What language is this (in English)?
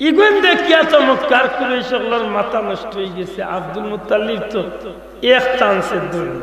Sylheti